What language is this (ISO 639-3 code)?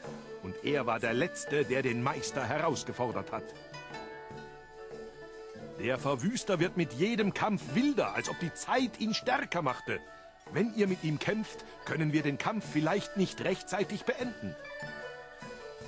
deu